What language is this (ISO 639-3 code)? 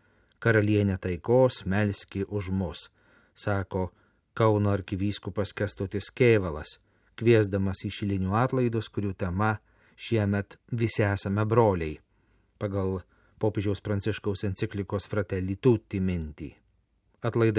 lit